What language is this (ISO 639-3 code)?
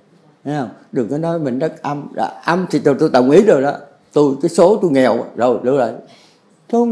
vie